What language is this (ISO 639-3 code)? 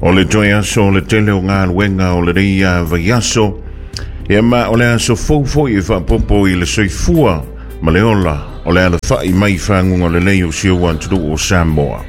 smo